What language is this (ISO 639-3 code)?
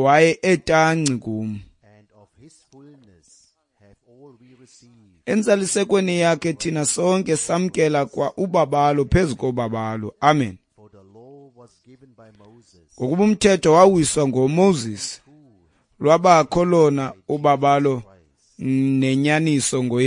xho